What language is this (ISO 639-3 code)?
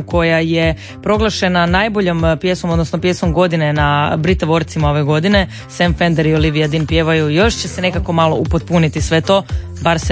hrv